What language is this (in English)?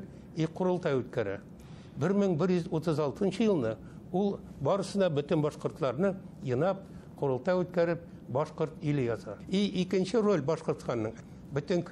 Bashkir